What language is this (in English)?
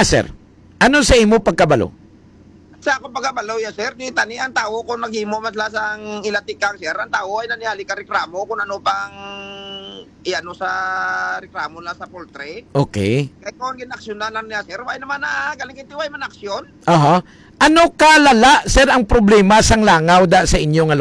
Hiligaynon